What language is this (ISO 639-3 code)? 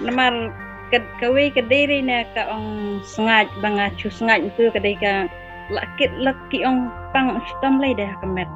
kha